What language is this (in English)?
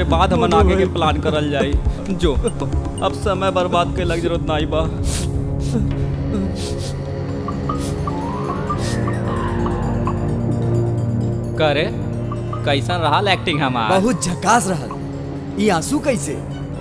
Bhojpuri